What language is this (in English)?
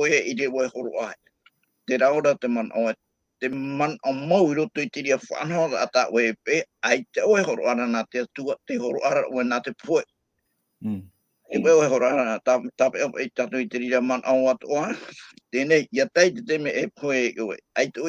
Tahitian